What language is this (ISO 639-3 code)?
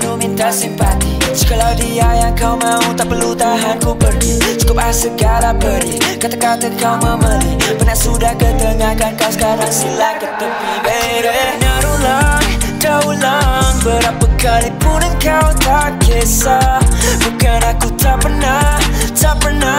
msa